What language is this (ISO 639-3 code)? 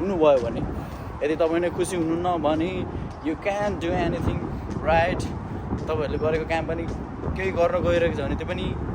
nep